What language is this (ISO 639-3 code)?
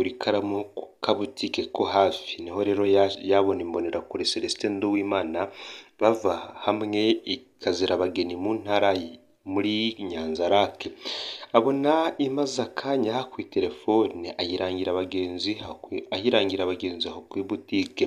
run